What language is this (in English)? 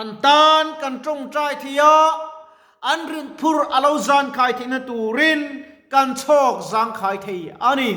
Mizo